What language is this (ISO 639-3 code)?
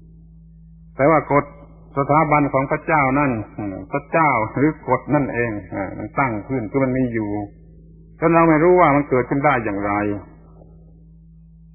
tha